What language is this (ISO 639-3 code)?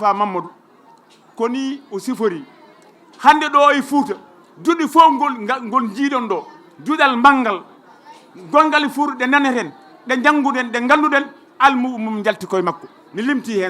ful